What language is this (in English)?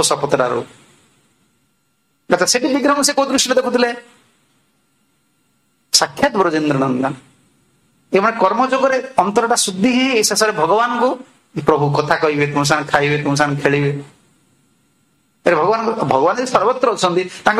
Odia